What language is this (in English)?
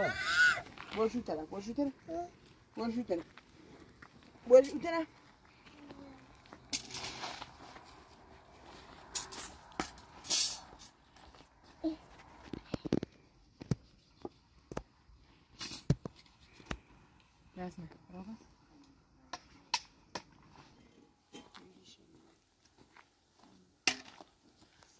Persian